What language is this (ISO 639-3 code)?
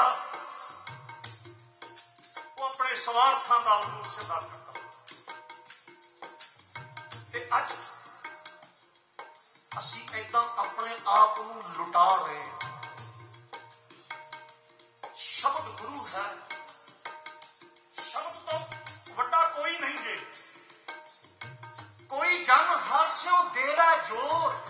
pan